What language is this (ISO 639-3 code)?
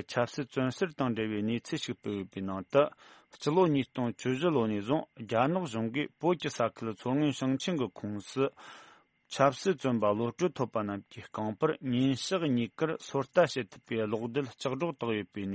bod